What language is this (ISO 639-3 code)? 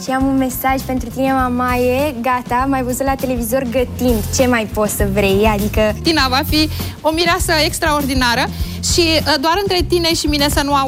ron